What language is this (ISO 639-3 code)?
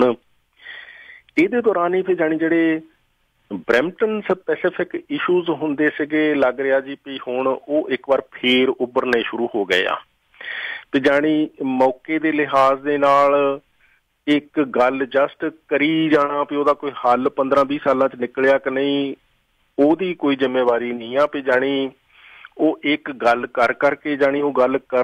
pan